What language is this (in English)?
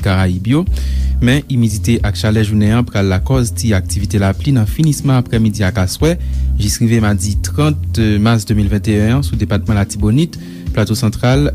Haitian Creole